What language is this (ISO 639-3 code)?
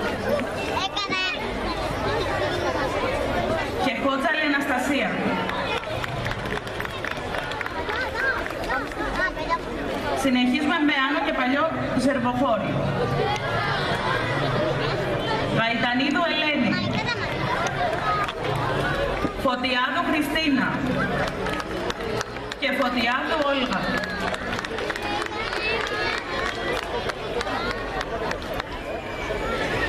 ell